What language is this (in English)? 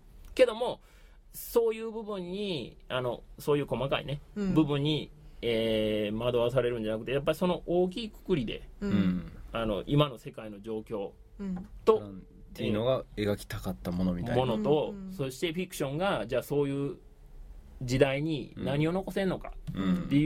Japanese